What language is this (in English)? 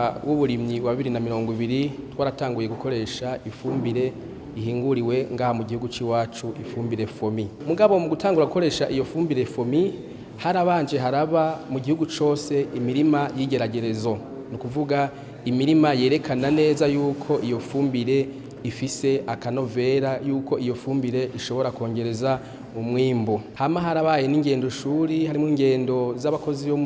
Rundi